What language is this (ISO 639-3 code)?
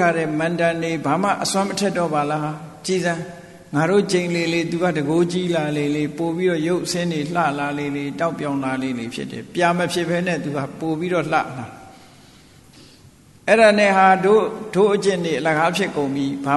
mya